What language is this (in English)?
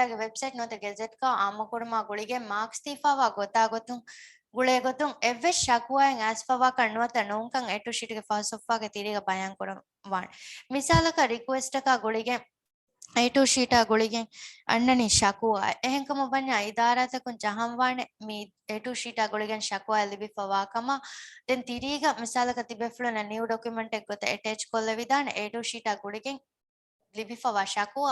Divehi